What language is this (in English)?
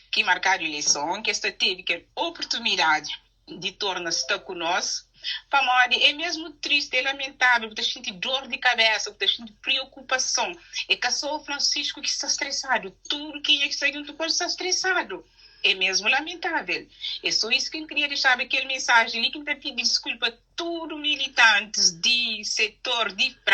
Kabuverdianu